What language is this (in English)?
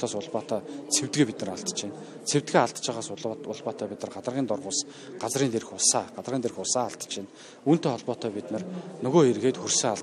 Mongolian